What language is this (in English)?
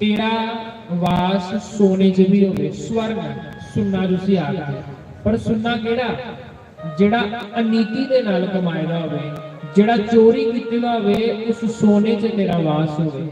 Dogri